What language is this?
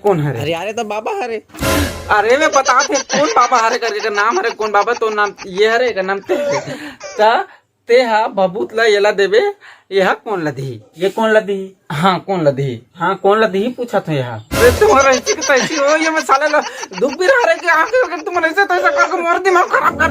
Chhattisgarhi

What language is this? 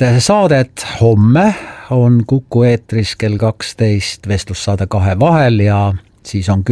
Estonian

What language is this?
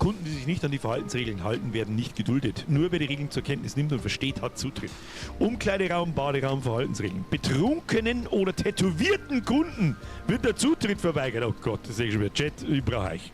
Bavarian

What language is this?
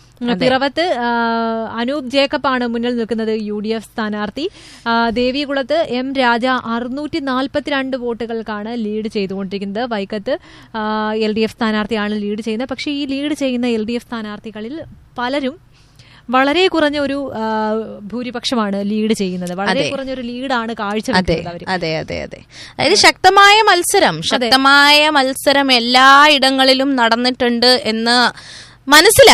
Malayalam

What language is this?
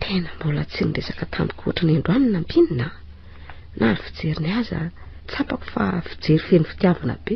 Malagasy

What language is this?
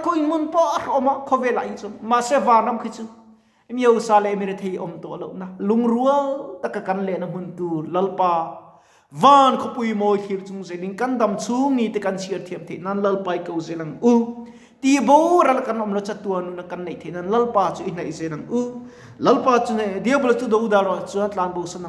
Mizo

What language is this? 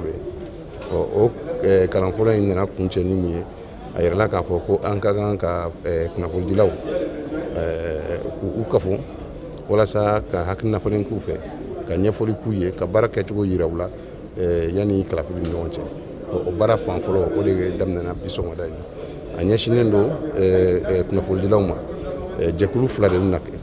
Bambara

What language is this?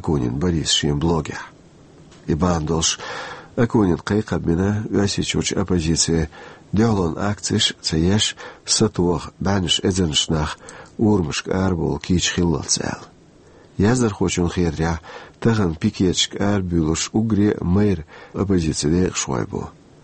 Chechen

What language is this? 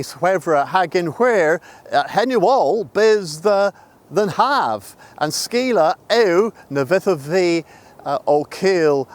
Cornish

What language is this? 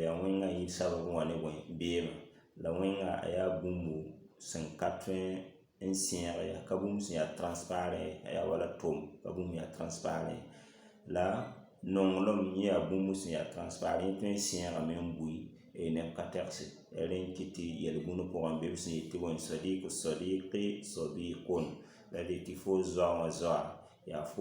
Mossi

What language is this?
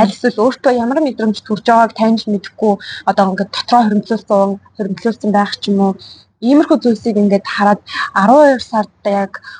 Mongolian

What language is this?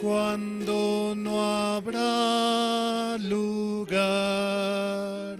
Aymara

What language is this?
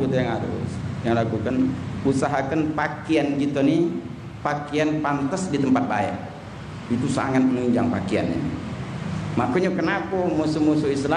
Musi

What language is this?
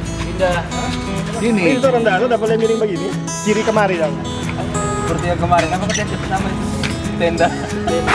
Manado Malay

